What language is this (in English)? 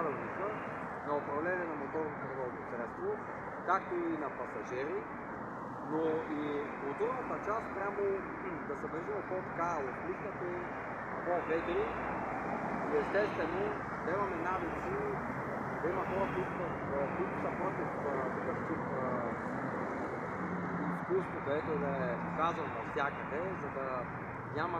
Bulgarian